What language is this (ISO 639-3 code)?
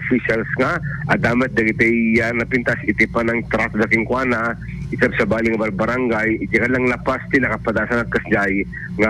ilo